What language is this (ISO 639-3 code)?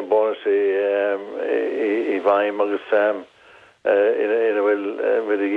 gle